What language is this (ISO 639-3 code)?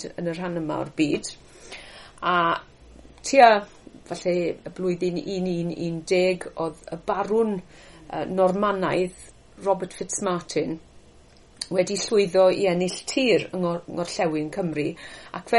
cym